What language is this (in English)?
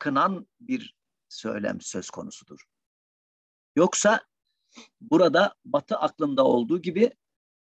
Turkish